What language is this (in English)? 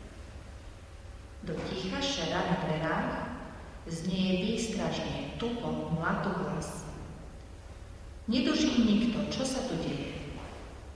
Slovak